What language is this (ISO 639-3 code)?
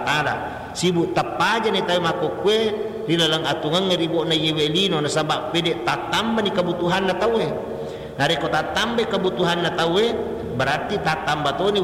bug